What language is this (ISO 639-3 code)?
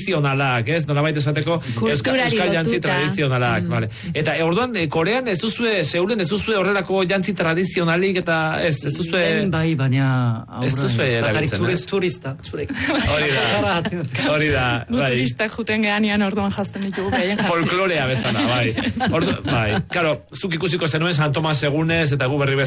eus